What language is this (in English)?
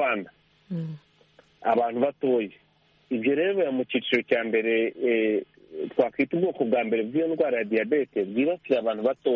Kinyarwanda